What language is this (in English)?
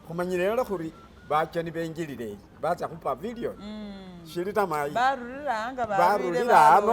Masaaba